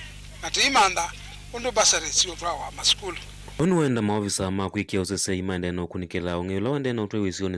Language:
Kamba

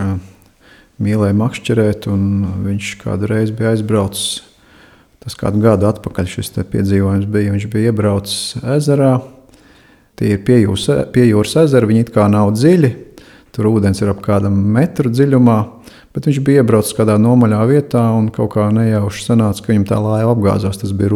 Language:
Latvian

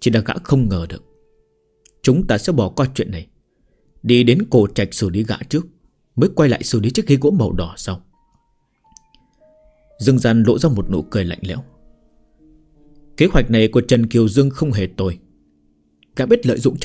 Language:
Vietnamese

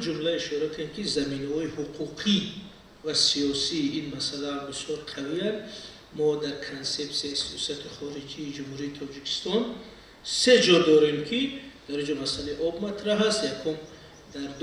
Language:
Tajik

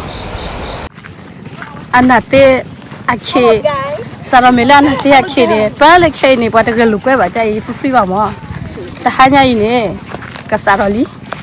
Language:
S'gaw Karen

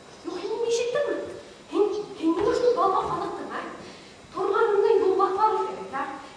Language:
Bashkir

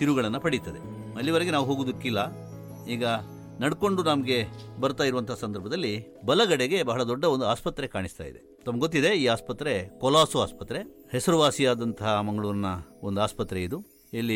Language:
Kannada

